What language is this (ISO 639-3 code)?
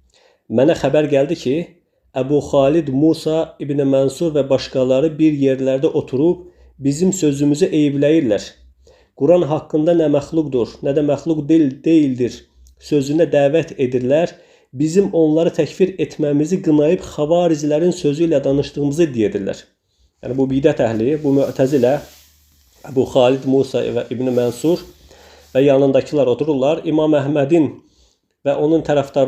aze